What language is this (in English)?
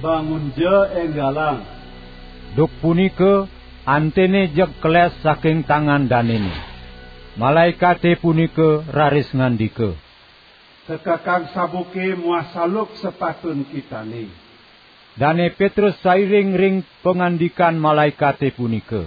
Balinese